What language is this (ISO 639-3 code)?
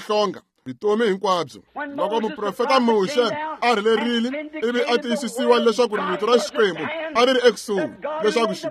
tso